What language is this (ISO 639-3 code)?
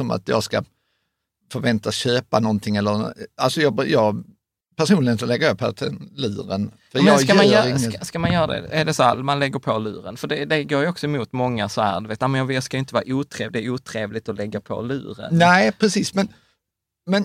swe